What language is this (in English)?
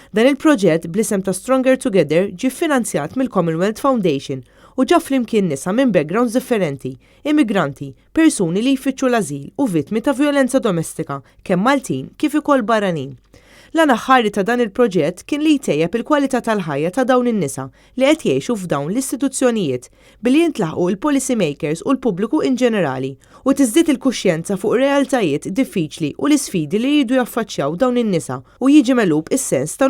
Maltese